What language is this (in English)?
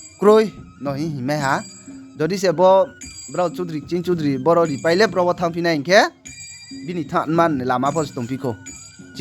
Riang (India)